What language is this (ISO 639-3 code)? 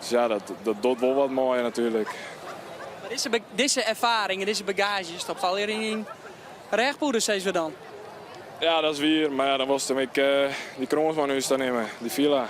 fry